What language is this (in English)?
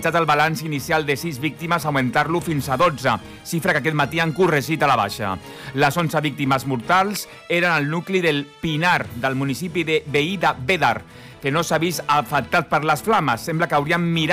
Catalan